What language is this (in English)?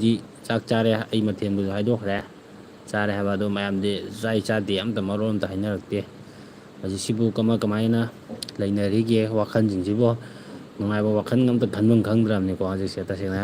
Manipuri